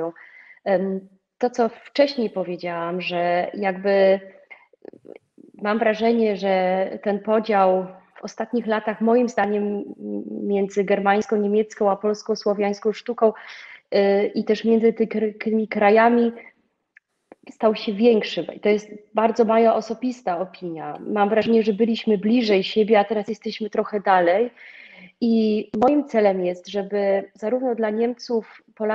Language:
Polish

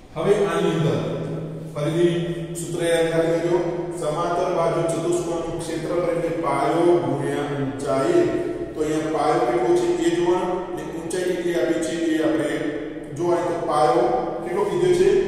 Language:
Gujarati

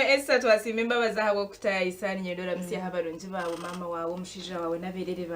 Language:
Nyankole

